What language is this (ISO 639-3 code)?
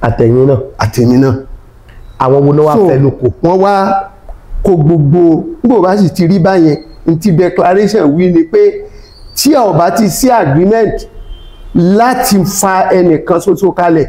yor